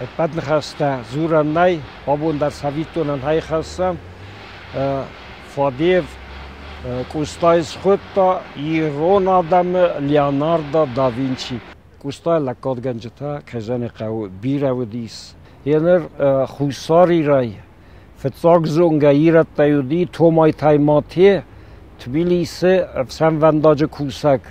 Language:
Ossetic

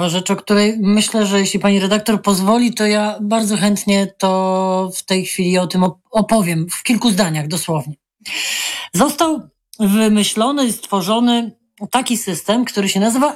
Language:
Polish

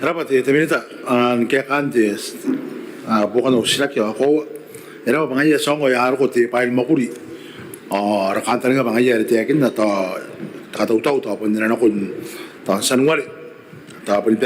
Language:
Gilbertese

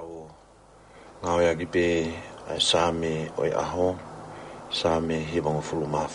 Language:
Tongan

